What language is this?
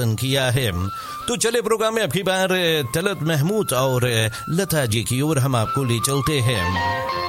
Hindi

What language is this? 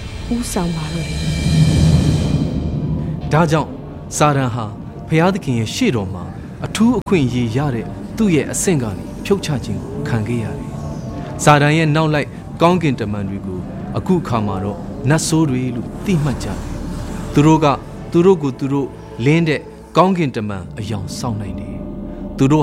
Burmese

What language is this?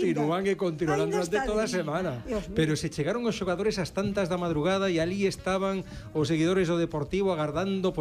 Galician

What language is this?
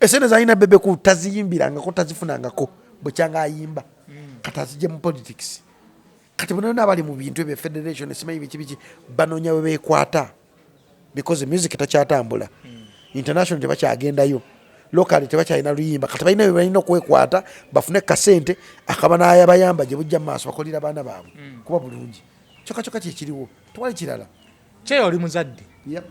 Ganda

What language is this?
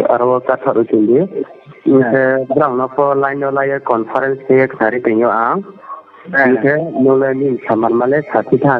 Riang (India)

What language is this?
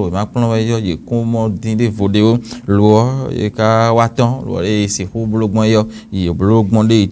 Fon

